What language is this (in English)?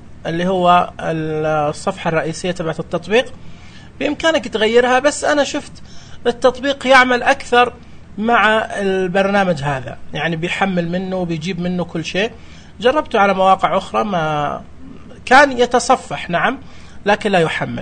Najdi Arabic